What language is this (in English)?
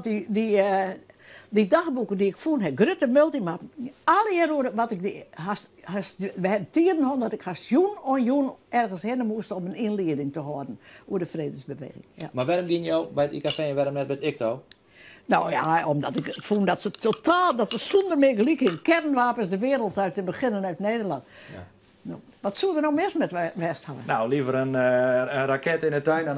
Western Frisian